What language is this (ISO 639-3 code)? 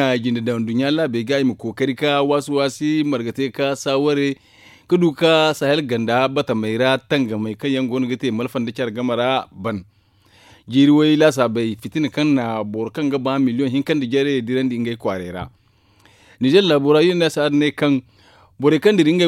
dje